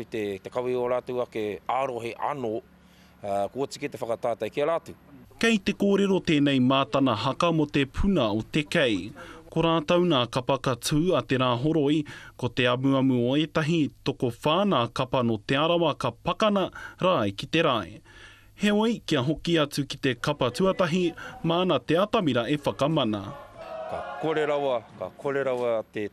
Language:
Māori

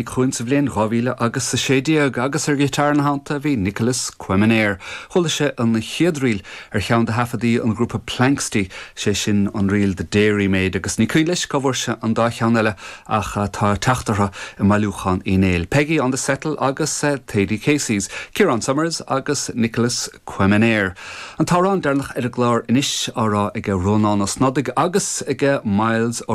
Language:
Irish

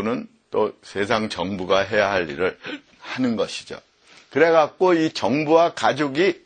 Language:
Korean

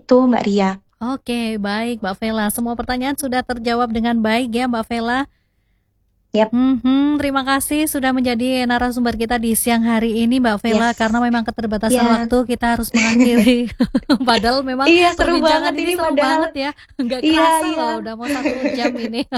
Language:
Indonesian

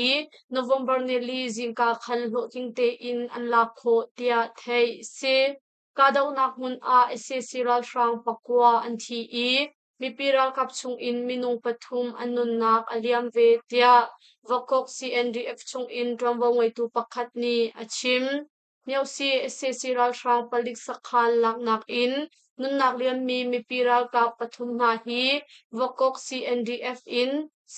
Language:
Hakha Chin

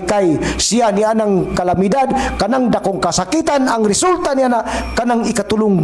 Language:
Cebuano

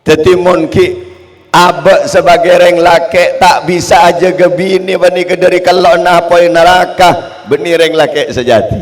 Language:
Madurese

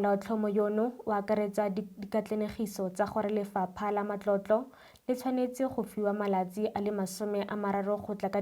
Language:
Tswana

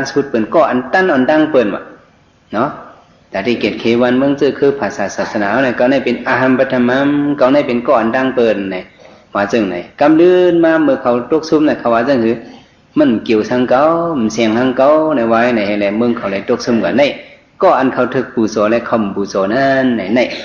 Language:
Shan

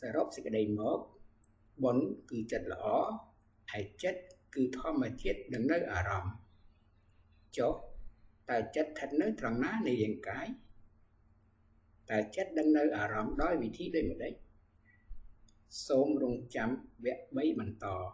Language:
Khmer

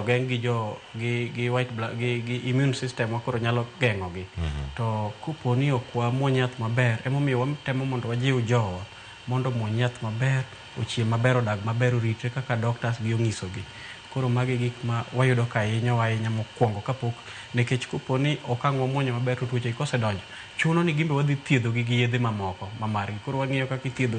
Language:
Luo (Kenya and Tanzania)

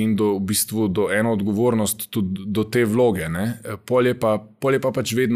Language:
Slovenian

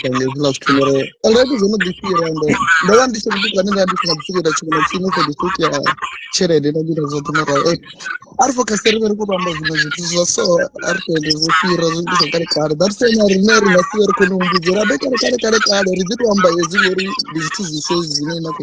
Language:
Venda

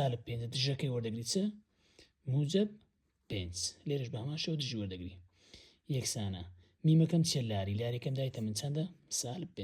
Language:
Central Kurdish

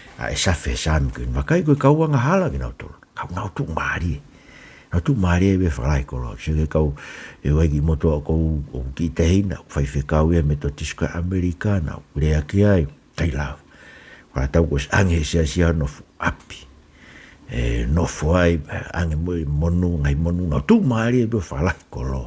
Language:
Tongan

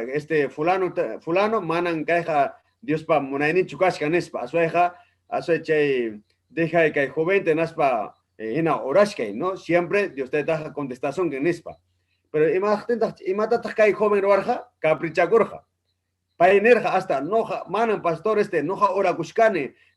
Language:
Ayacucho Quechua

